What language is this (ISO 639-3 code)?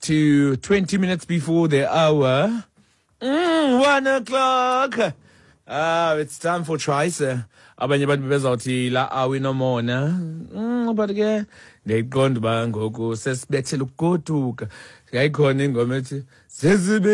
xho